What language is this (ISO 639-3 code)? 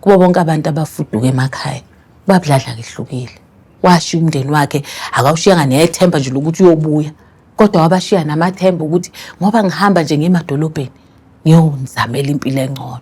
zul